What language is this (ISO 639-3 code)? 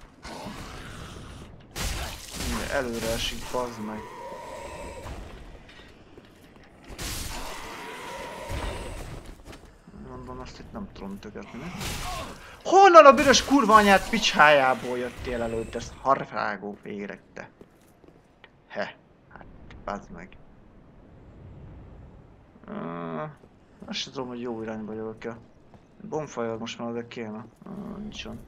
hun